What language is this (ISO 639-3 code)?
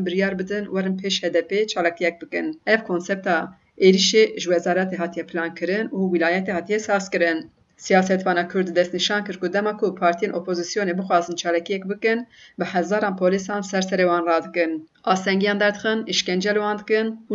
kur